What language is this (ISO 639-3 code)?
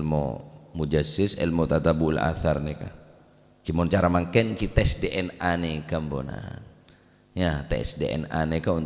mad